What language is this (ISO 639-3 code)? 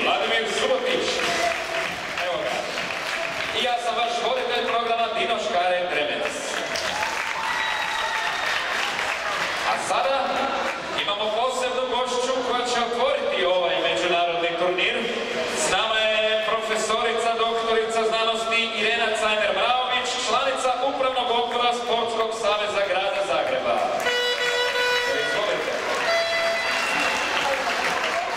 hrv